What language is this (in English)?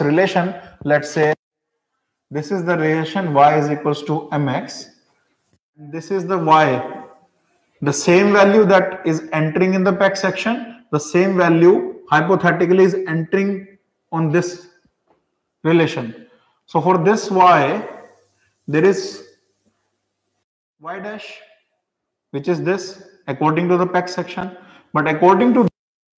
English